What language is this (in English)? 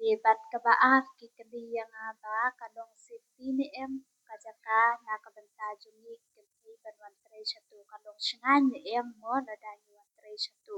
Khasi